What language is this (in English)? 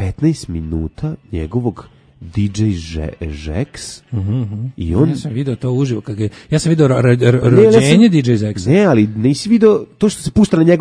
Serbian